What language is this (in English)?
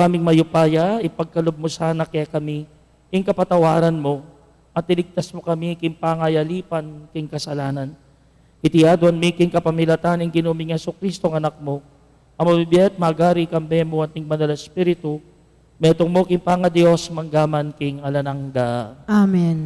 Pampanga